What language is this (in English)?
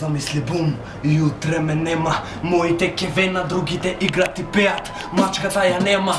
Macedonian